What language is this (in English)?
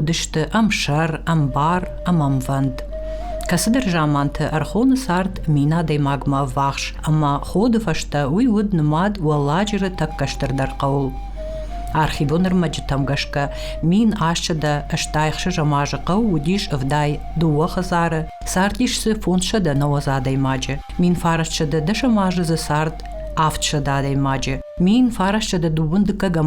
Ossetic